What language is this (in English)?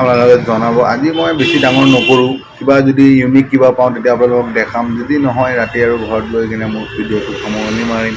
Assamese